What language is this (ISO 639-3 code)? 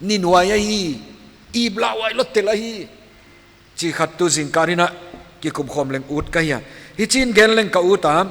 pck